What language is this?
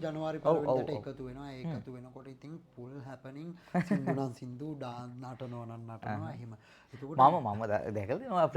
Sinhala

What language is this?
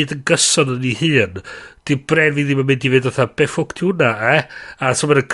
Welsh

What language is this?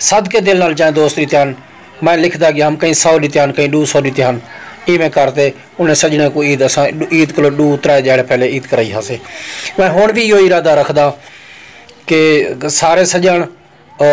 Saraiki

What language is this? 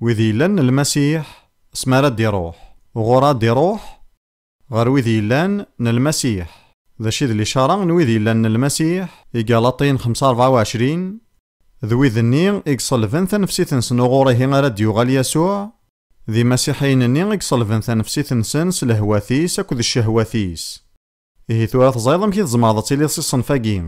Kabyle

